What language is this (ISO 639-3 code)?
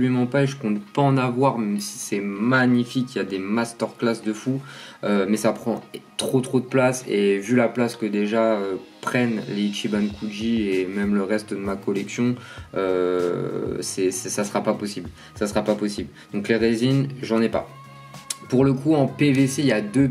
fra